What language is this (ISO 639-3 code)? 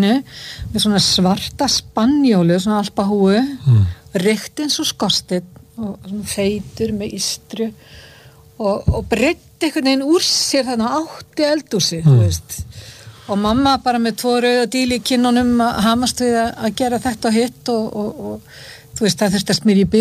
isl